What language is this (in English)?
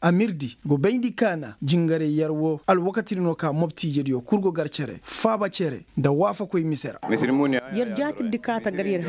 Koyraboro Senni